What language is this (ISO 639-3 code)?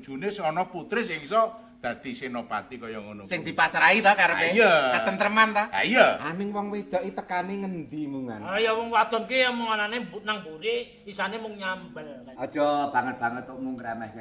jav